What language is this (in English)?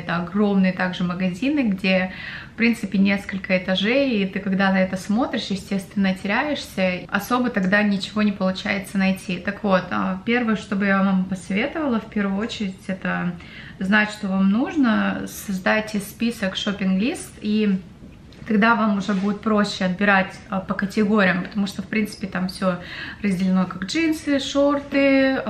Russian